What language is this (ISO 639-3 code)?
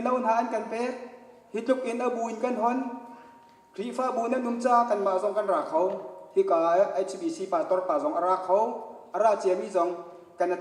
cnh